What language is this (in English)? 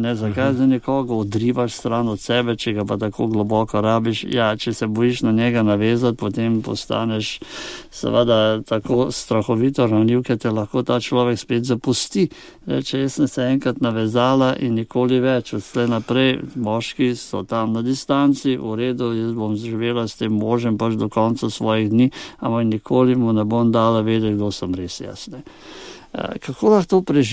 Slovenian